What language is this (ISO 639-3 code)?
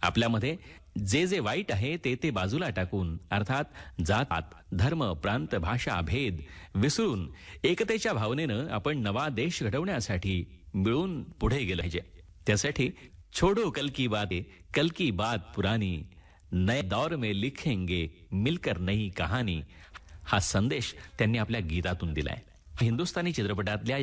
mar